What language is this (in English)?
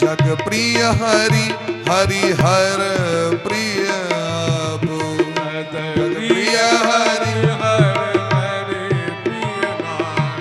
Maithili